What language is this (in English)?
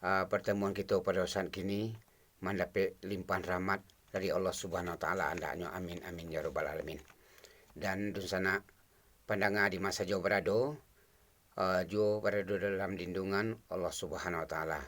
Minangkabau